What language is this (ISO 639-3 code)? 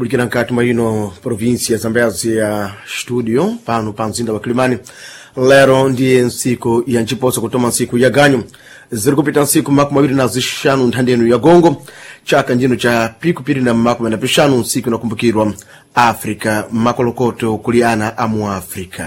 seh